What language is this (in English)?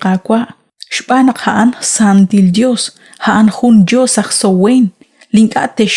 Kekchí